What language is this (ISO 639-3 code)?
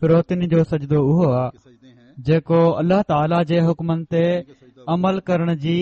snd